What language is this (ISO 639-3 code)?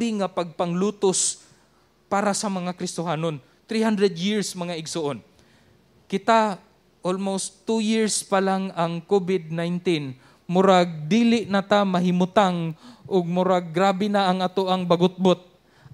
ceb